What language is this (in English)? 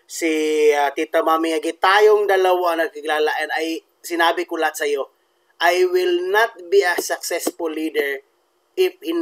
Filipino